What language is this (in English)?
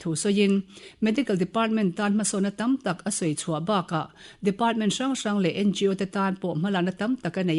Mizo